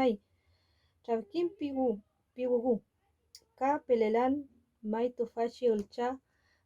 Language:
Mapuche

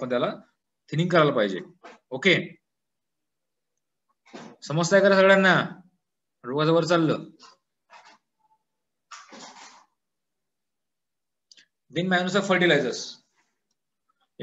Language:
Marathi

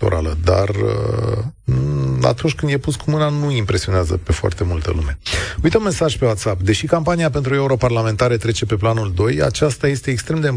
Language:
Romanian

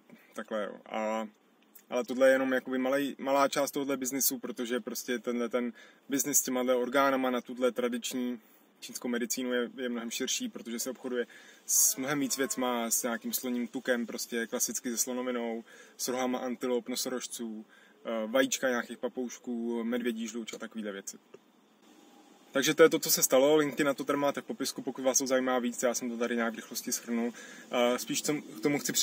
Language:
Czech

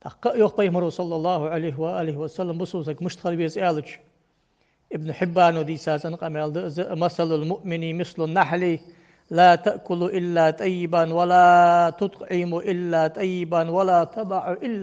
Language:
Ingush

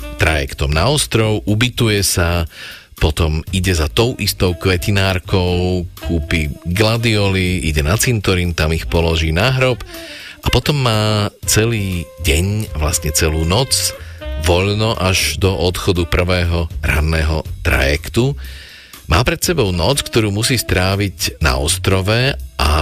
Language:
Slovak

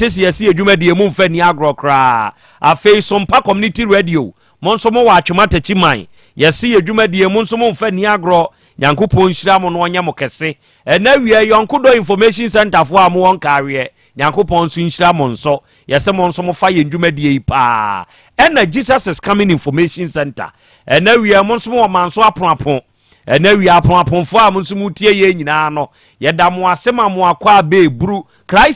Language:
Akan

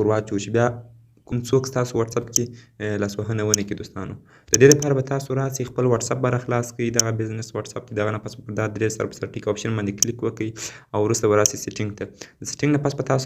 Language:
Pashto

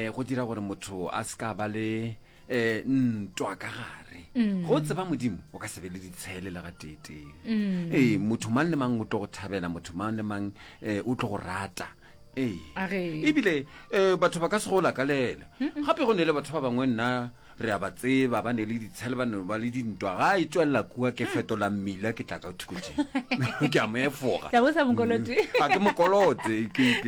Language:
Northern Sotho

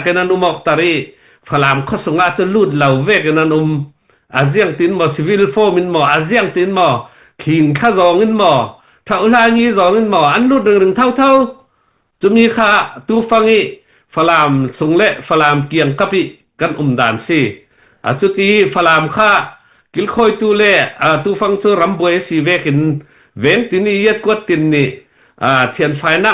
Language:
Hakha Chin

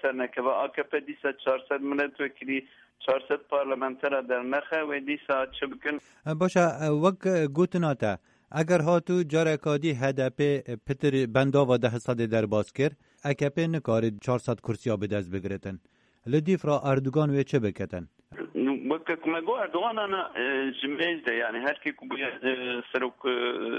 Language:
Kurdish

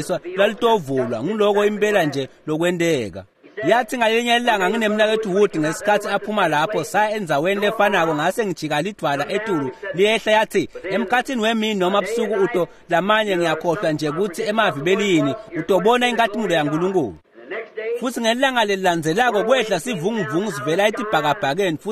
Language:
Swati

